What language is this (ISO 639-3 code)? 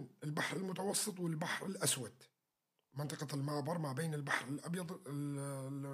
apc